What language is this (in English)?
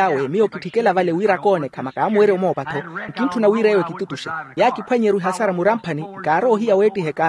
Makhuwa